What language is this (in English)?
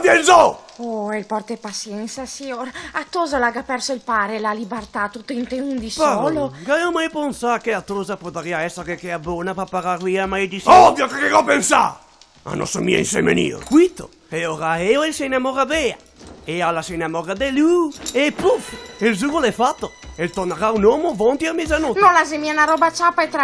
Venetian